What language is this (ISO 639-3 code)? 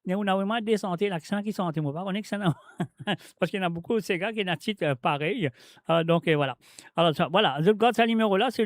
mfe